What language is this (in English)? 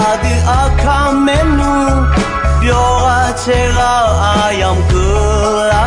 Akha